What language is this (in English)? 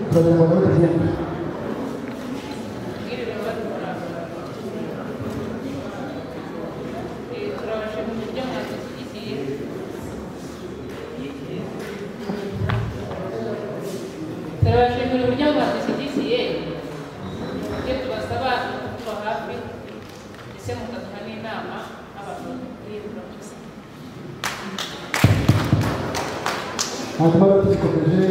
Kinyarwanda